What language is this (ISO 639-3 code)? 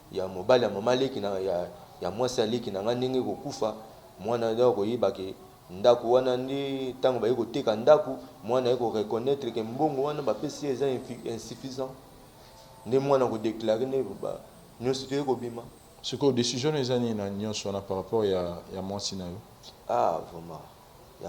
lin